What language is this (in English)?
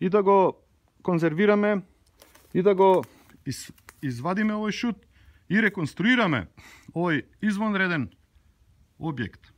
Macedonian